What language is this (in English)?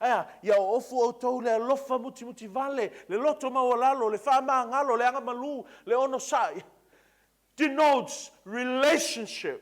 Samoan